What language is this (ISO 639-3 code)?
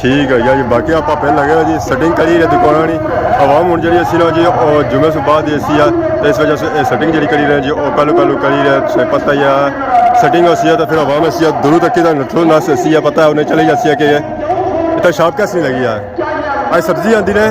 phr